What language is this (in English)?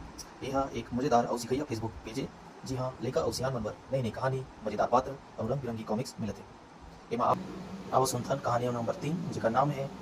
Chhattisgarhi